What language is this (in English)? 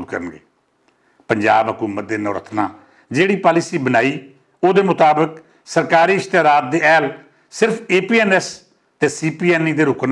Western Panjabi